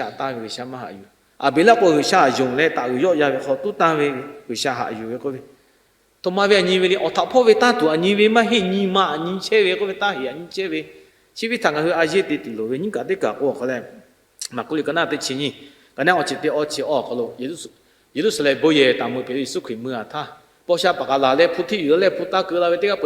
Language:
Lahu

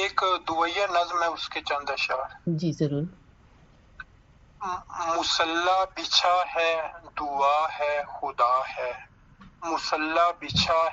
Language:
Urdu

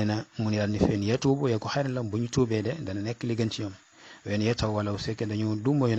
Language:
Wolof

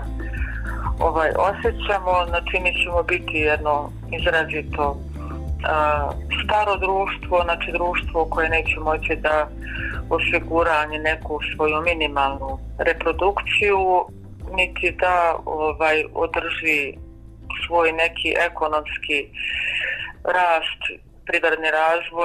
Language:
Bosnian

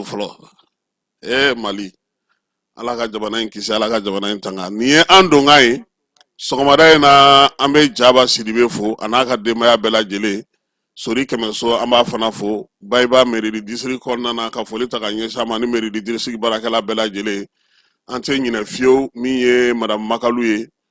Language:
Bambara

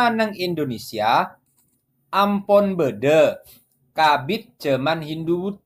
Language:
Madurese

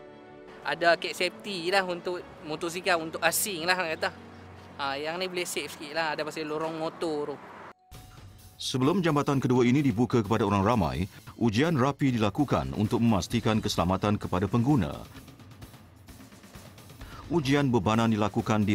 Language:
Malay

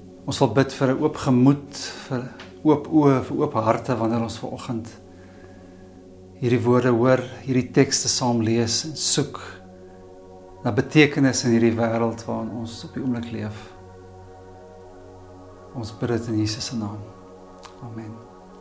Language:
Afrikaans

